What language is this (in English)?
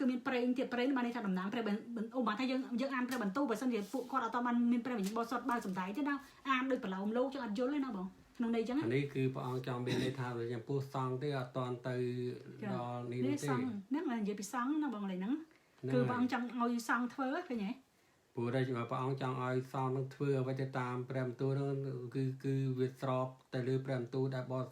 Khmer